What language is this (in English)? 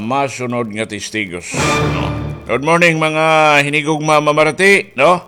Waray